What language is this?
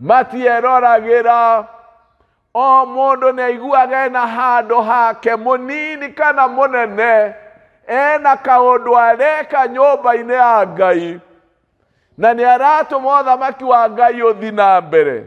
Kikuyu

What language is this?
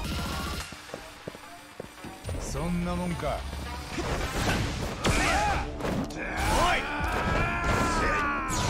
Japanese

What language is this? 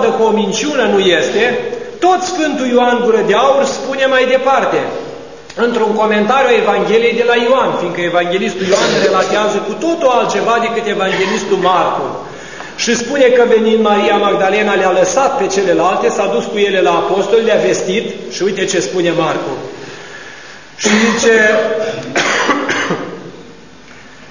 Romanian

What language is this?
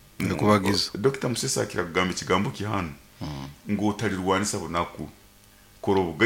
Nyoro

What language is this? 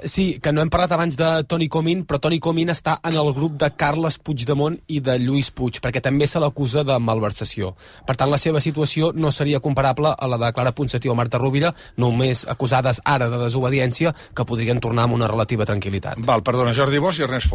Catalan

